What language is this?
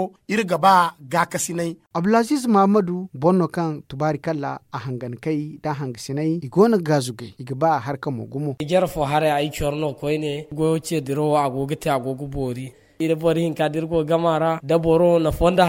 Zarma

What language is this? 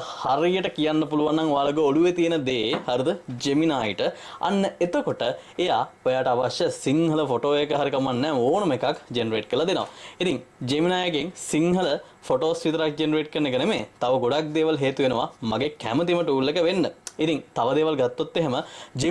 Sinhala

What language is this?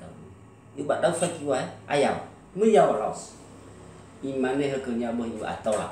Nias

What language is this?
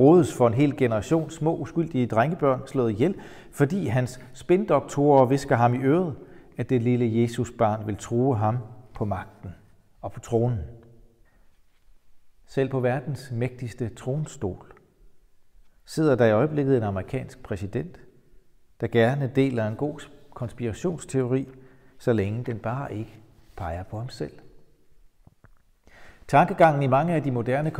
Danish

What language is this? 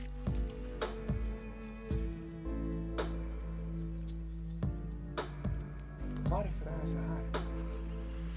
Swedish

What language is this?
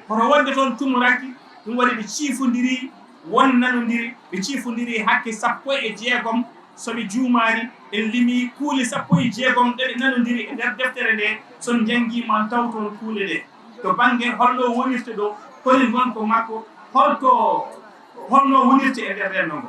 Fula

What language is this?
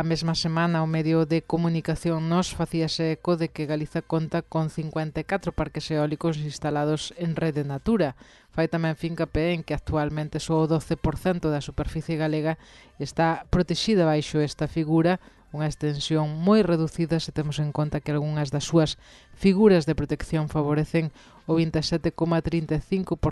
Galician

